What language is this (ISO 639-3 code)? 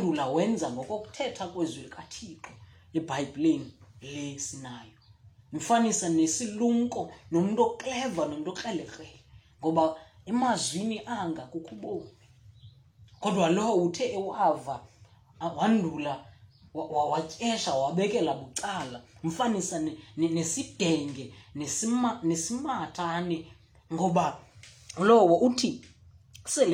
xho